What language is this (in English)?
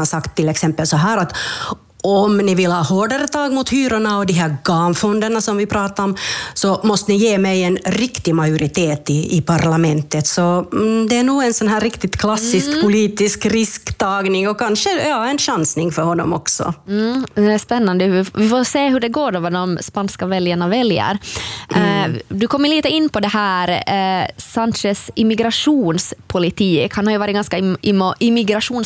Swedish